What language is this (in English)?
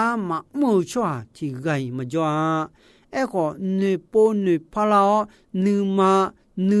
Akha